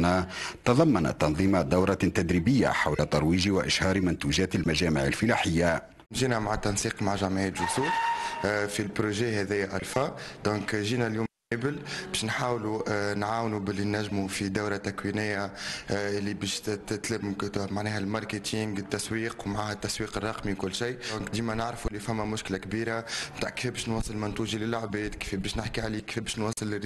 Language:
Tunisian Arabic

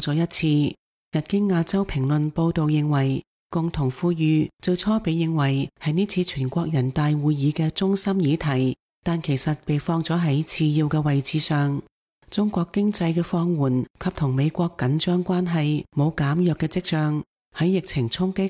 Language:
Cantonese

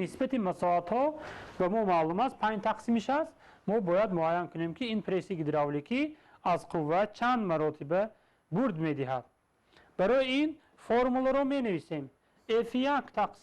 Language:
Tajik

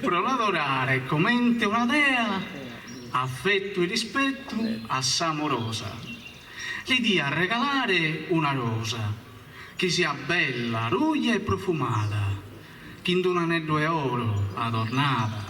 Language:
Sardinian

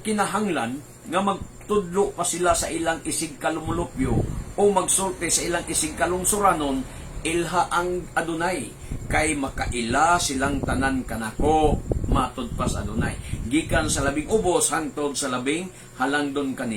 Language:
Cebuano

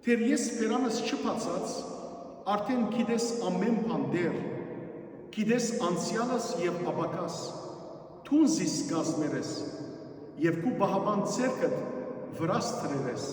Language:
Western Armenian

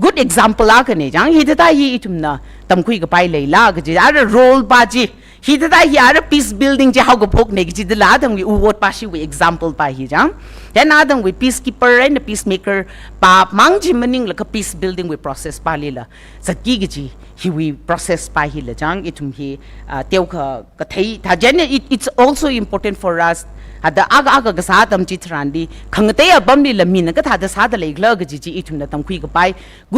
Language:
Tangkhul Naga (India)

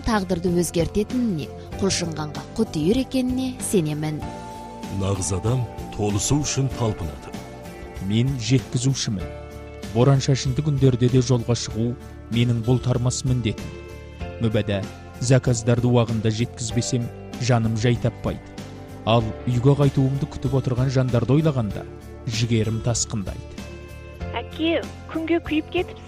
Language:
Kazakh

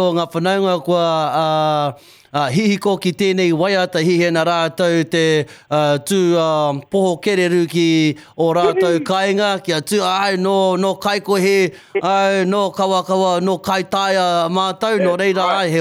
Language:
Māori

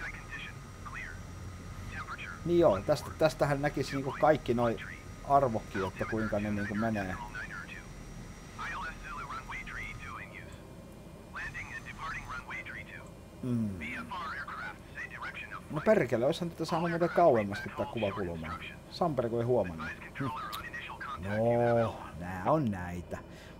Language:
Finnish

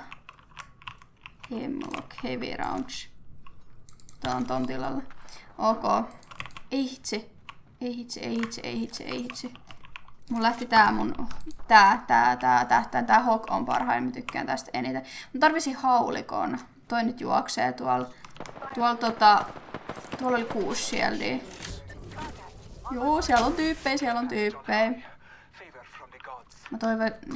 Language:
Finnish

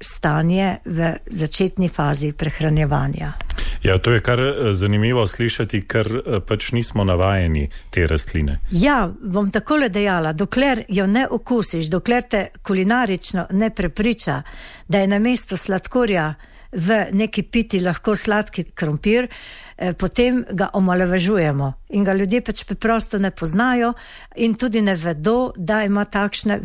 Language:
Slovenian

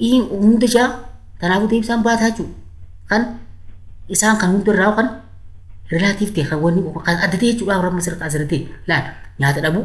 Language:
Oromo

